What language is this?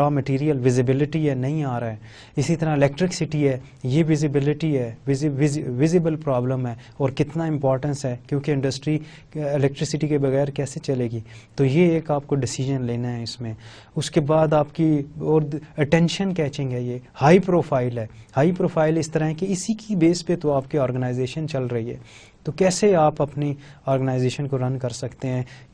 Urdu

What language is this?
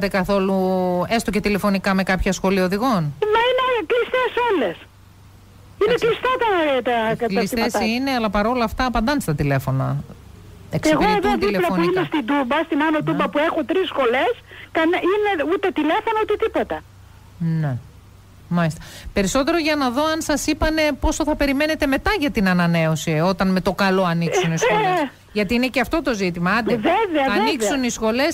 Greek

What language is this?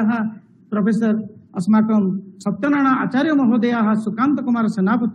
Sanskrit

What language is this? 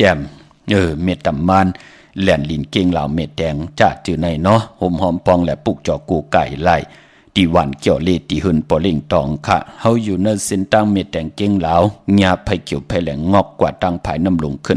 Shan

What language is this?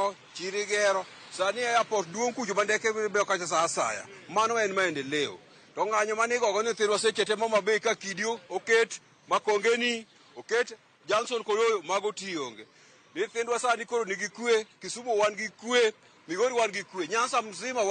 Luo (Kenya and Tanzania)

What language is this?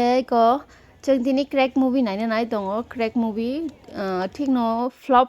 Kok Borok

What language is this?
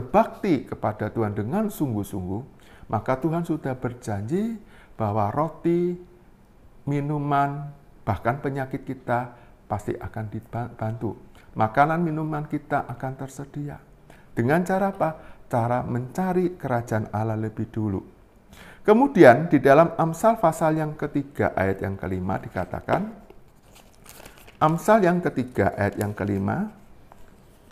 Indonesian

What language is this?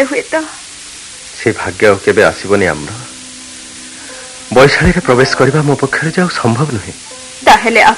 Odia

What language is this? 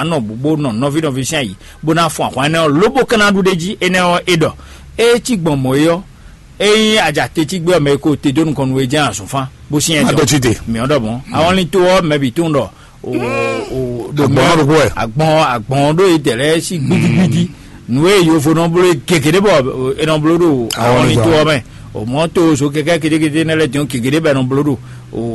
Fon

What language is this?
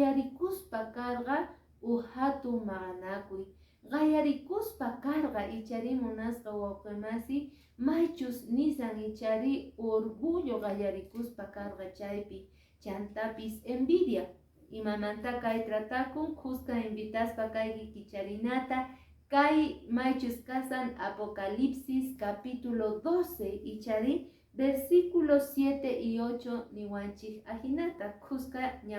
Quechua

